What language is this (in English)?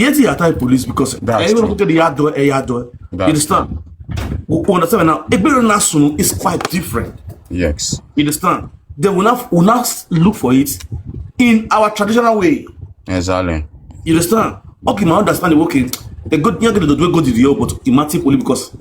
Nigerian Pidgin